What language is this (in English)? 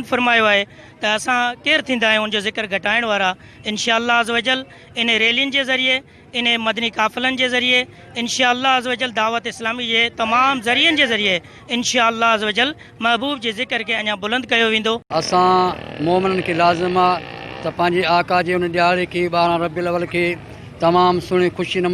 Sindhi